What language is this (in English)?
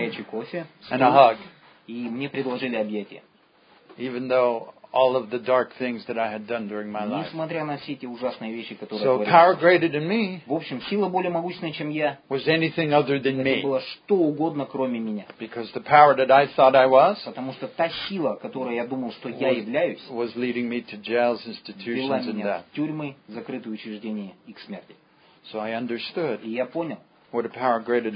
Russian